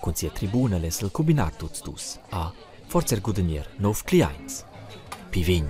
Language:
Romansh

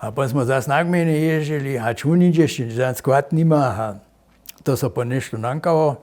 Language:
Upper Sorbian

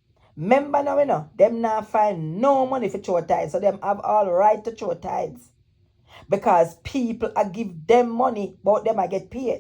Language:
Jamaican Creole English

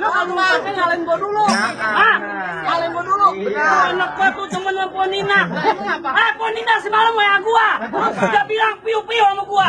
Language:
Betawi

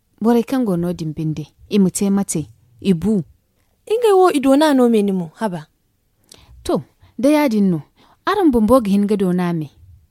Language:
Zarma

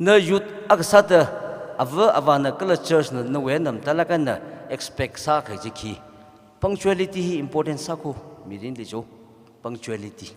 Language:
Tangkhul Naga (India)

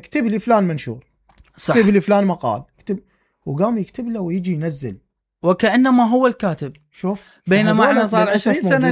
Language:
Mesopotamian Arabic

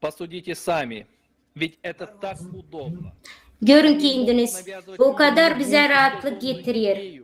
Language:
Gagauz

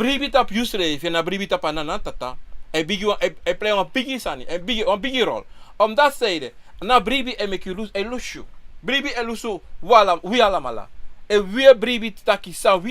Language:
Sranan Tongo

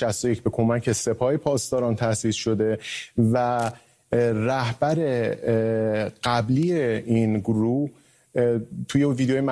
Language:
Persian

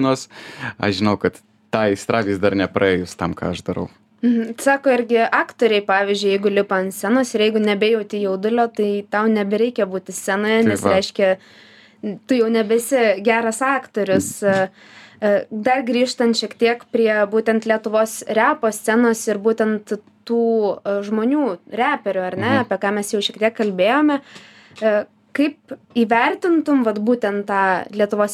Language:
Lithuanian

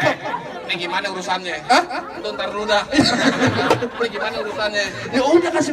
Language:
Betawi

